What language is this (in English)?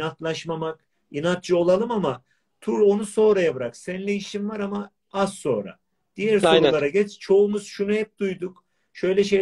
Turkish